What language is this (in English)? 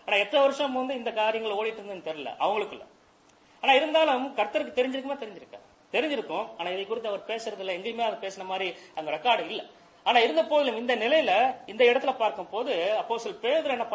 Tamil